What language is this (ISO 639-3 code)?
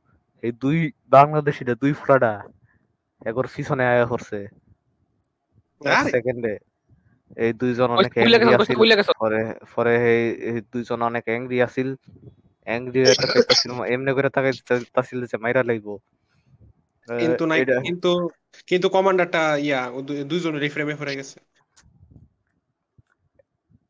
ben